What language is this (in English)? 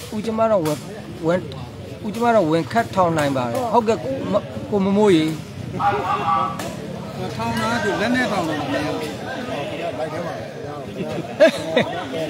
Burmese